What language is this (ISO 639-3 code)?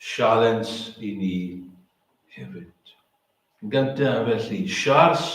cym